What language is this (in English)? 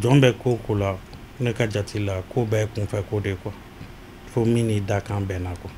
Bambara